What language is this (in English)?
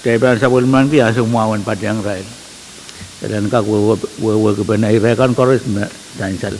Pohnpeian